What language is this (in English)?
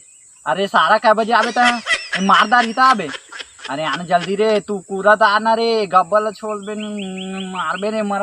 Chhattisgarhi